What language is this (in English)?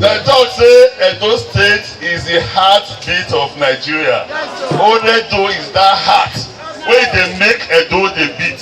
Nigerian Pidgin